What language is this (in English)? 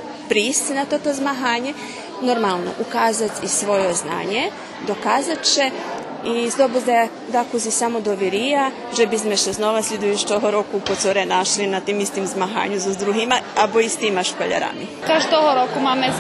Rusyn